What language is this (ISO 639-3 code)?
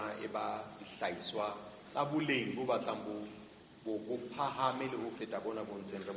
sot